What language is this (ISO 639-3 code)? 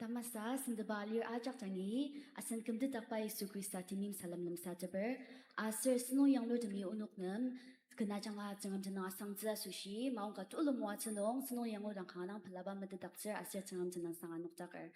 njo